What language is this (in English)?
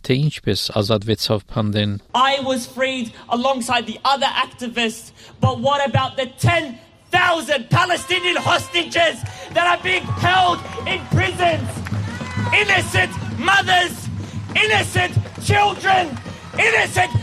Armenian